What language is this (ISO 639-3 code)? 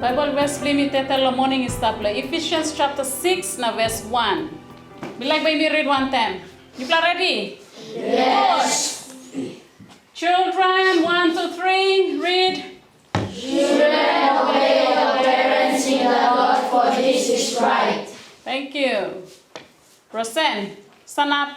tpi